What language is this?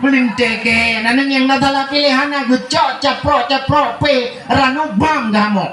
Achinese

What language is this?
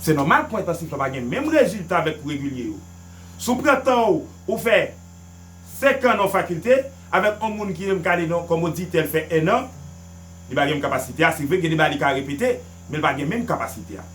Haitian Creole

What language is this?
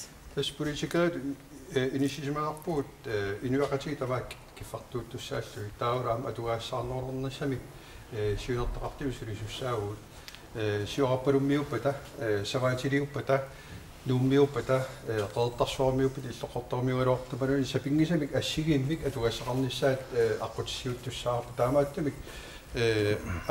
Kalaallisut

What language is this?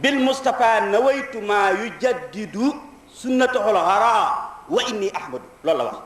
Wolof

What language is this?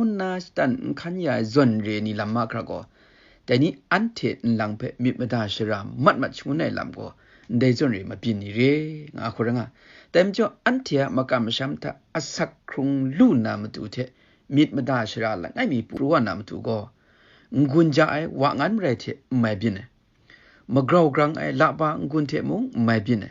Kachin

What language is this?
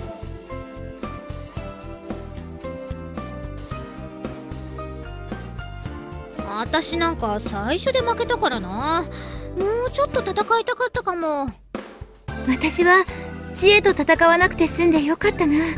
Japanese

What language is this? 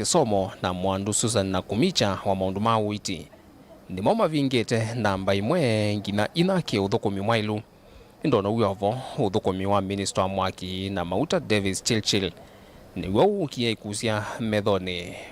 Kamba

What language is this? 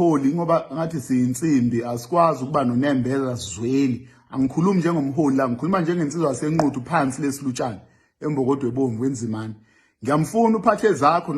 Zulu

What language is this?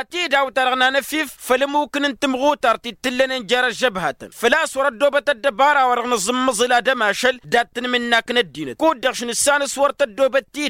Tamasheq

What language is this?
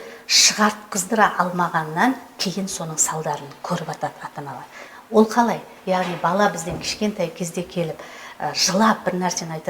Kazakh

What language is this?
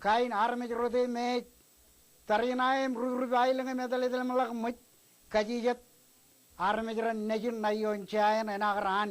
Marshallese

